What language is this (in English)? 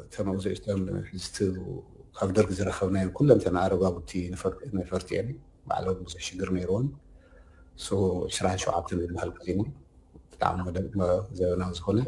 Tigrinya